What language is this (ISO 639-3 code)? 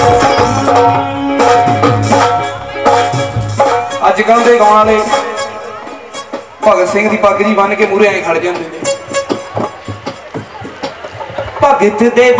pan